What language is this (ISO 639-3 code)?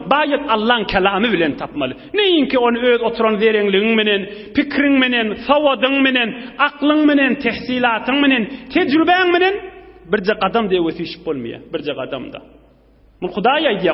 tuk